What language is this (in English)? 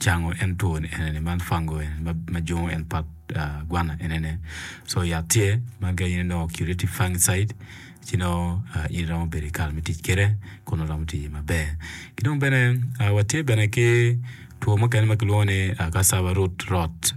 Acoli